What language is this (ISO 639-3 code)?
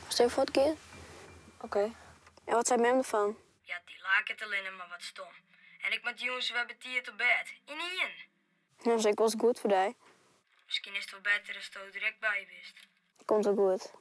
fry